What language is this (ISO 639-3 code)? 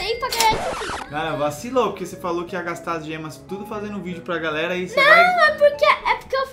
por